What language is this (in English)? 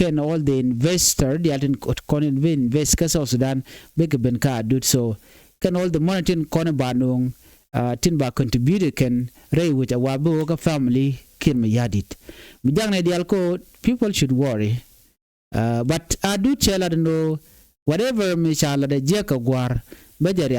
Nuer